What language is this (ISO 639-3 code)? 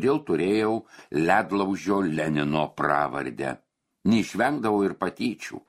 lit